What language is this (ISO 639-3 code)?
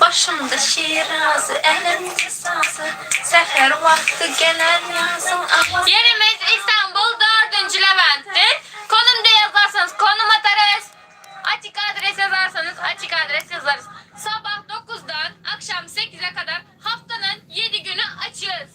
tuk